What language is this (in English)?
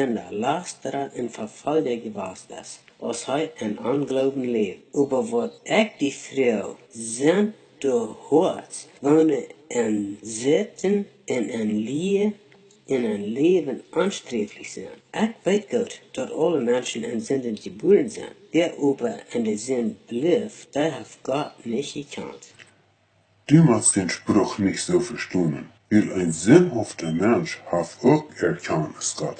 Plautdietsch